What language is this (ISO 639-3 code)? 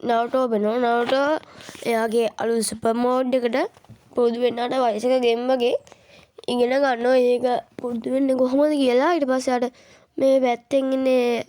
sin